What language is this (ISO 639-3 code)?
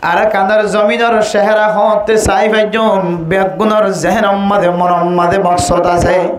rhg